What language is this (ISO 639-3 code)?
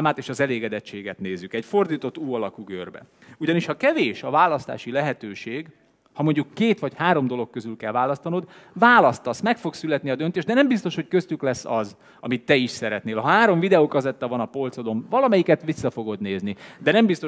hun